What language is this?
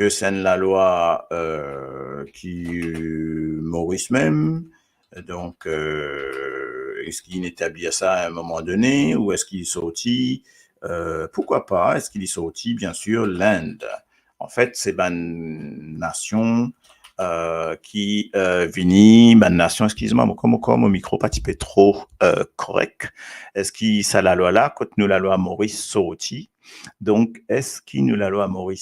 Morisyen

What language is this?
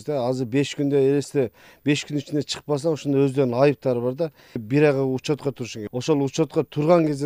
Kyrgyz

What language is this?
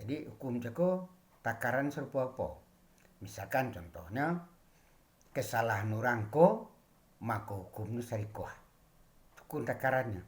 Minangkabau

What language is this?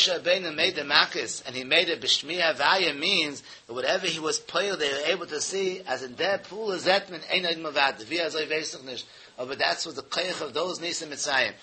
Yiddish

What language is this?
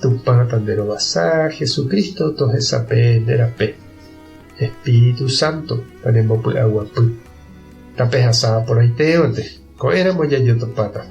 Guarani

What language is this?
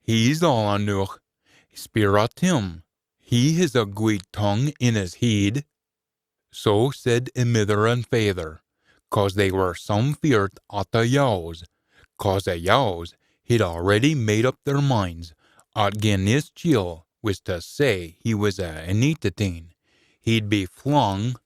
Scots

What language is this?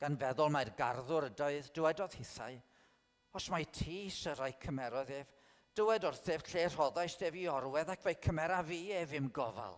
Welsh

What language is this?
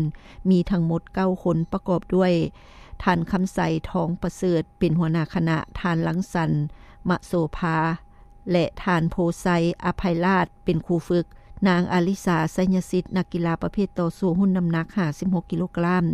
Lao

